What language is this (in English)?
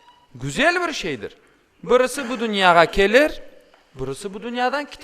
Crimean Tatar